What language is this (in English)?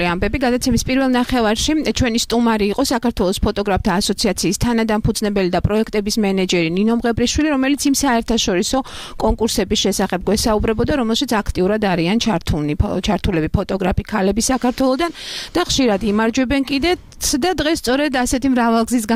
Georgian